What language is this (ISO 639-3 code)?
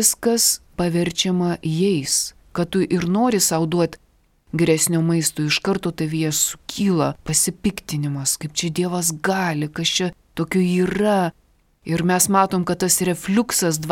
lit